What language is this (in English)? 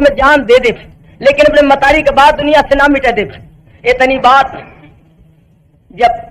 Bhojpuri